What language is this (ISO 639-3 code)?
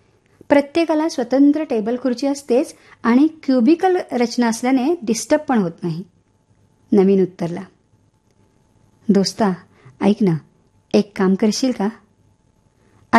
mar